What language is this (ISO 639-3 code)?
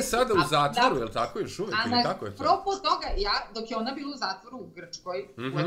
srp